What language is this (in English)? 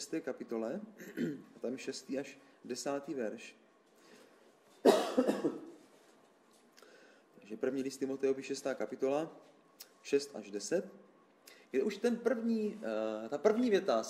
Czech